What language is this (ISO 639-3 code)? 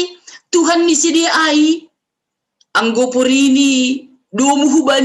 bts